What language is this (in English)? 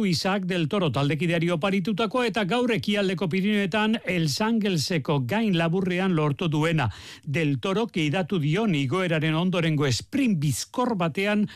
Basque